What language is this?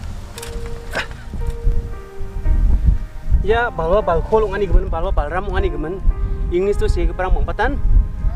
Garo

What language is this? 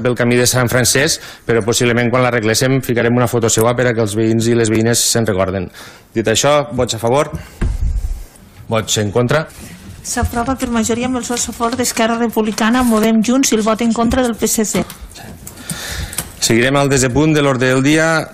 Catalan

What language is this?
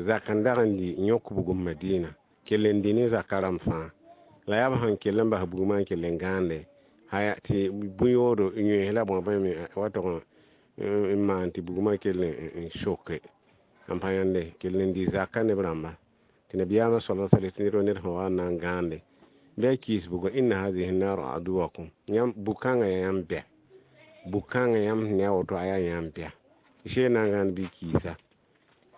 Mossi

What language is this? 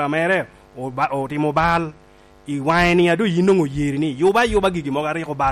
Lango (Uganda)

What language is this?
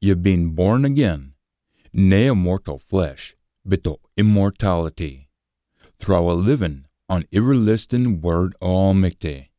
Scots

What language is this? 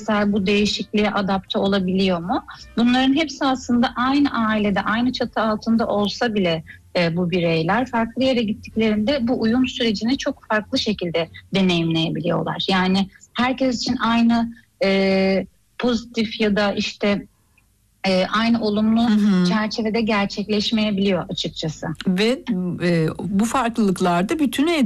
Turkish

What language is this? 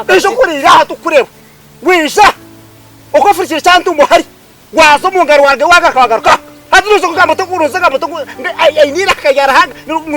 Nyankole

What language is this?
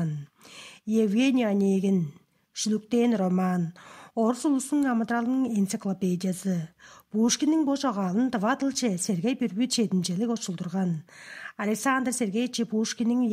Tuvinian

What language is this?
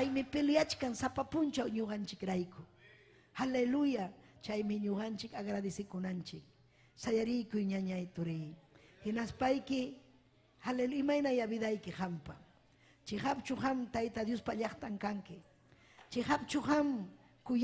Ayacucho Quechua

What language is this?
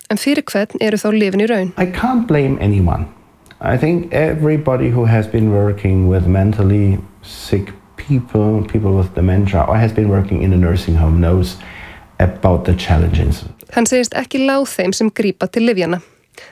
Icelandic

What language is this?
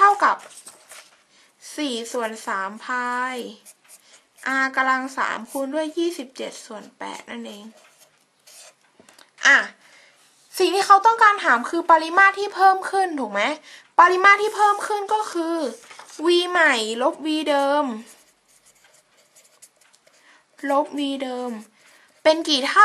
Thai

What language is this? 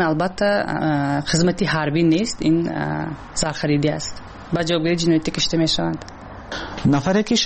Persian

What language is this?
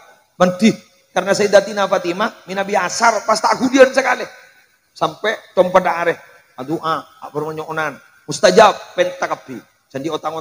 Madurese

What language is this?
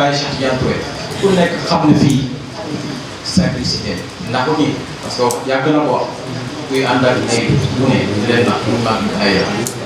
Wolof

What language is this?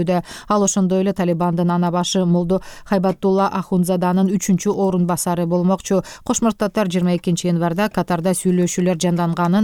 Kyrgyz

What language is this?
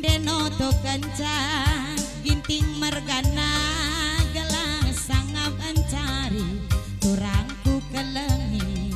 Batak Karo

